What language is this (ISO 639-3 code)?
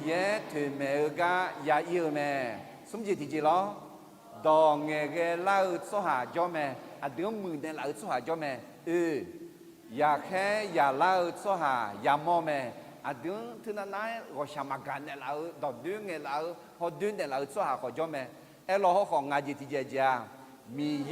ahk